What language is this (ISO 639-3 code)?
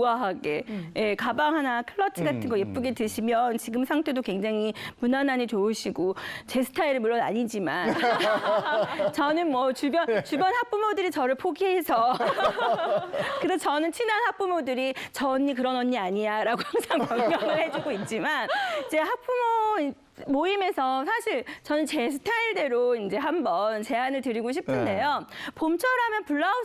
kor